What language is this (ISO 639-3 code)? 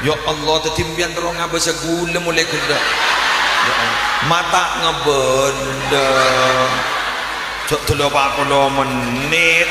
mad